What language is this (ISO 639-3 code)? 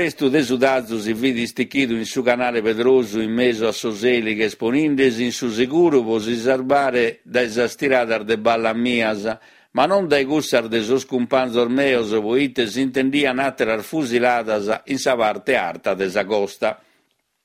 srd